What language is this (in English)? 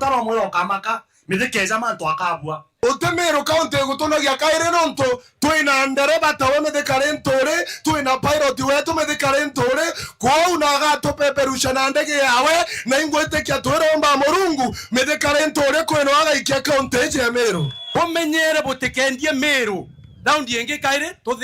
Meru